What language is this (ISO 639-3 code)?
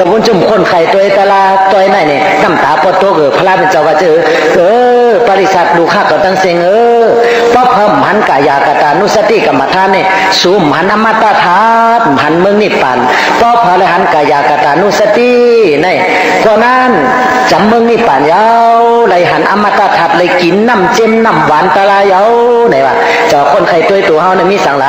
shn